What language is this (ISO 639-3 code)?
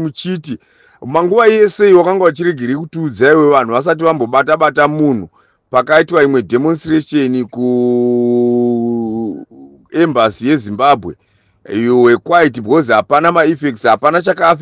sna